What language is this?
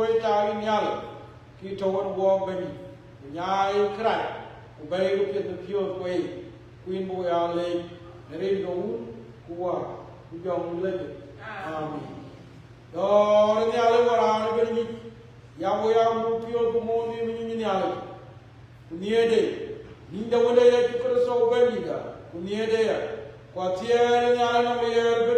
Dinka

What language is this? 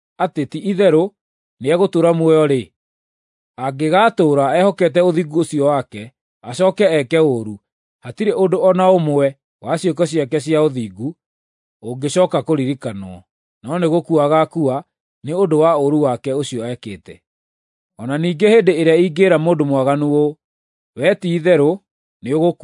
Kikuyu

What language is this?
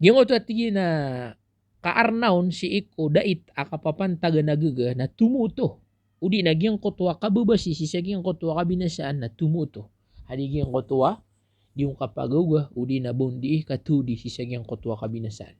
Maranao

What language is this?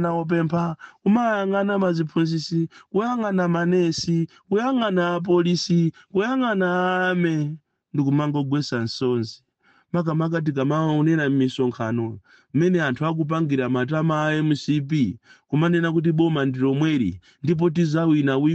Nyanja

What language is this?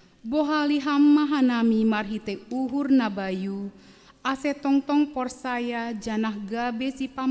Batak Simalungun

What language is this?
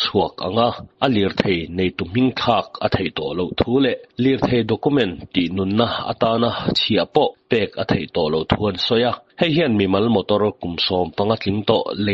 Mizo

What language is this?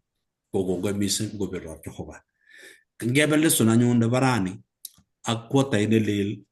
Kalenjin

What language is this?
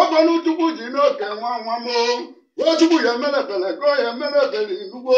Igbo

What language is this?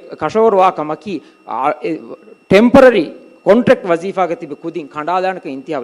Divehi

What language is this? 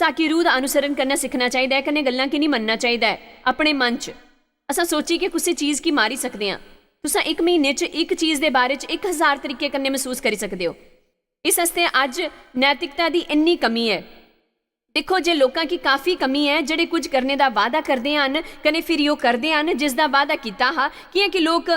Dogri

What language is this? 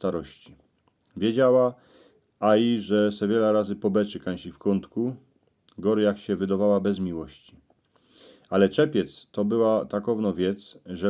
Silesian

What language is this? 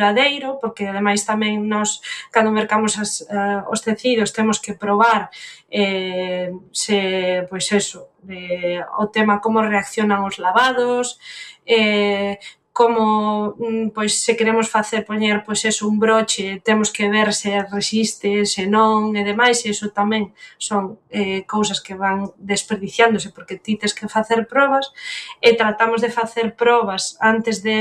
Galician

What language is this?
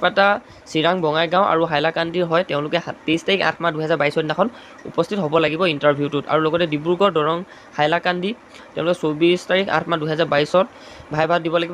Assamese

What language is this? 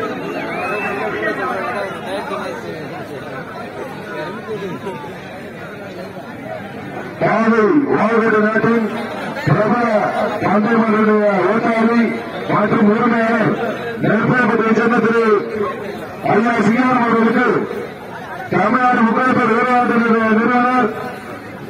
Tamil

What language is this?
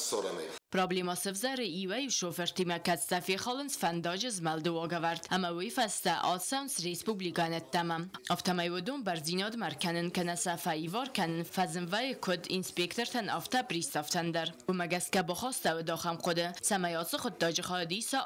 Ossetic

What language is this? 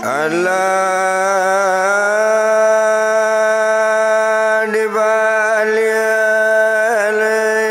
Minangkabau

